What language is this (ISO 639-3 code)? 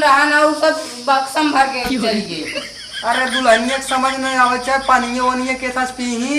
awa